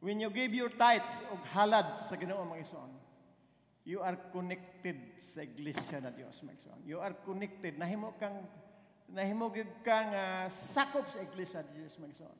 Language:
Cebuano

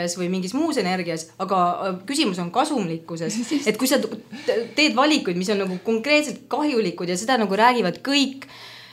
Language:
Estonian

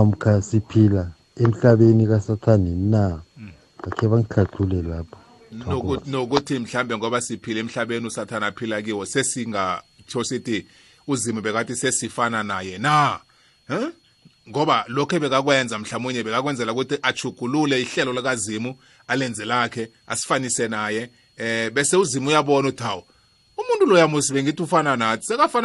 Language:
South Ndebele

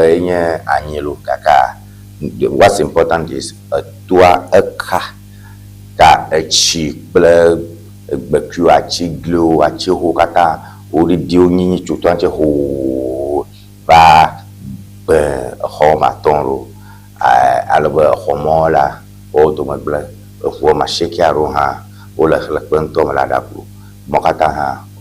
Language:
Ewe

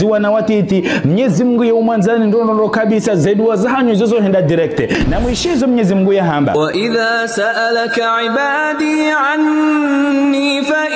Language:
Ngazidja Comorian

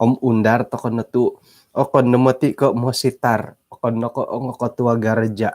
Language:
Central Dusun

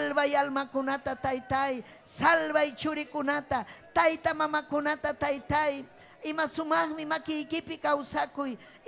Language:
Ayacucho Quechua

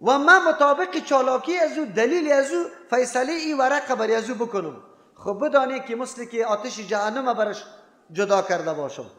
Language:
Persian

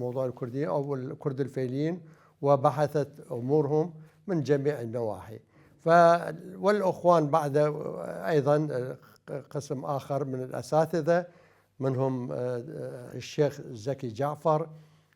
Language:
Mesopotamian Arabic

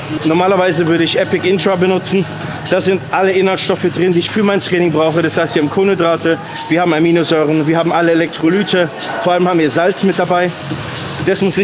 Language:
German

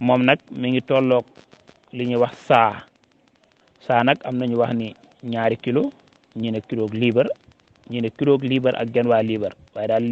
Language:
Wolof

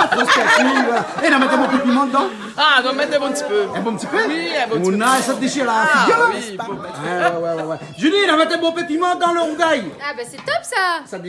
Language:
Réunion Creole French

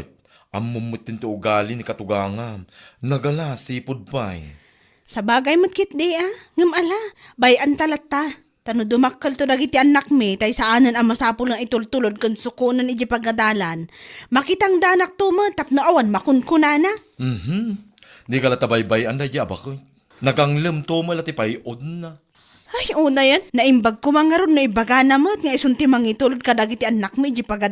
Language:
Iloko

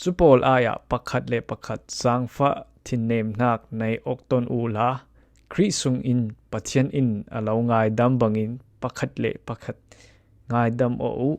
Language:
Falam Chin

